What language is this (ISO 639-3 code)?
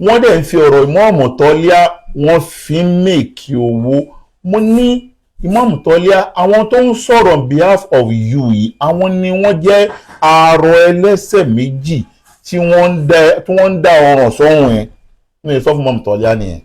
yor